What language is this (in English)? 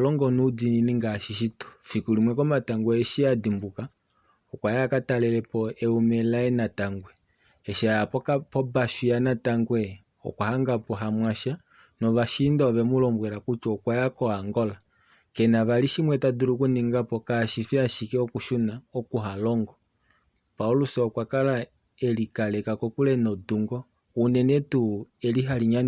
Kuanyama